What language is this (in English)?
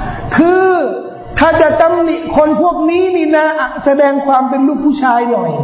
Thai